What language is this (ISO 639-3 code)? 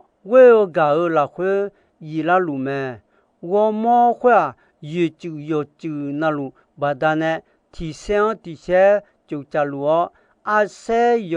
ahk